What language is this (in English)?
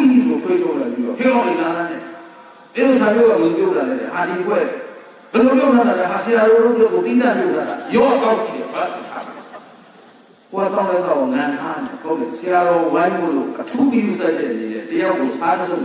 Burmese